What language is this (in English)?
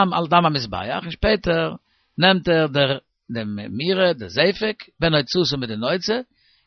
Yiddish